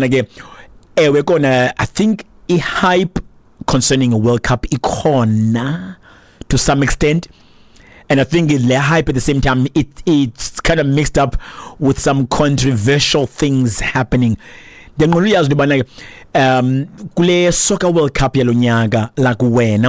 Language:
Xhosa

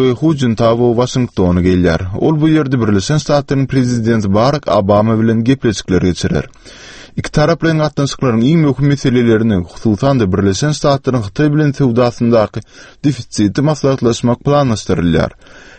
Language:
Turkmen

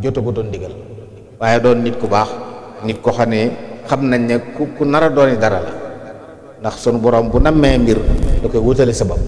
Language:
Wolof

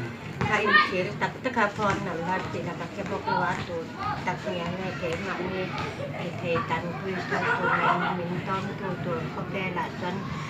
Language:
Mizo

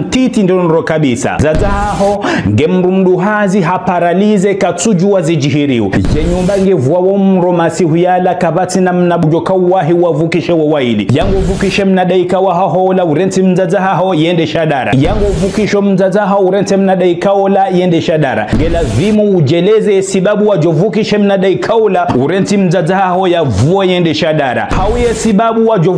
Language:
Ngazidja Comorian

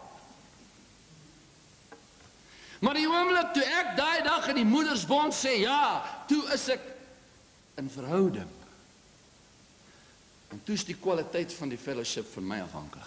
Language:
Afrikaans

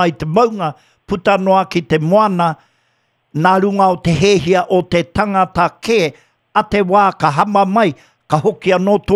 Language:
Māori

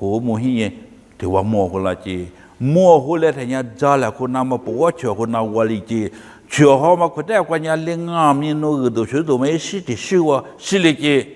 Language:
Lisu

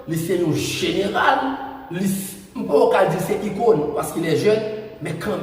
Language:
Haitian Creole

